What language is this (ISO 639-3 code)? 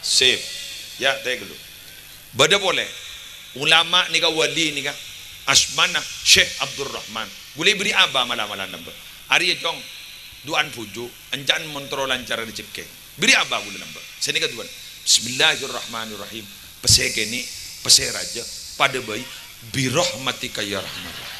mad